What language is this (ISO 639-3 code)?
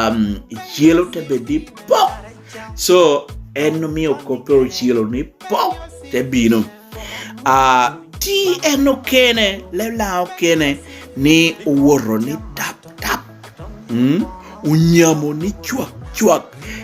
laj